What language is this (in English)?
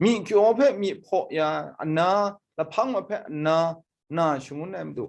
Kachin